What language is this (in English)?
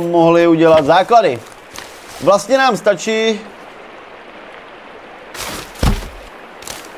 Czech